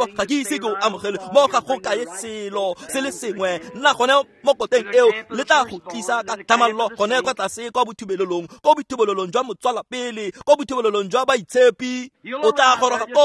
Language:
Tswana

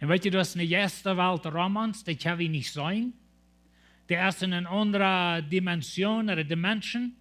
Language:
Plautdietsch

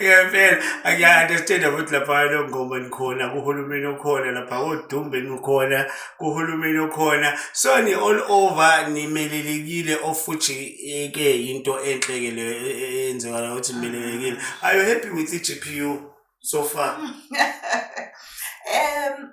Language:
Zulu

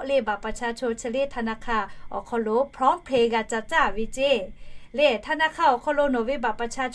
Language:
Lahu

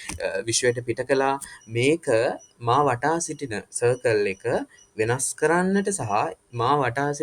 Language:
Sinhala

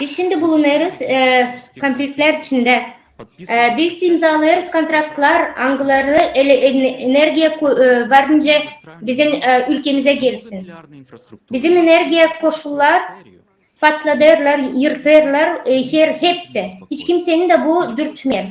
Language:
Gagauz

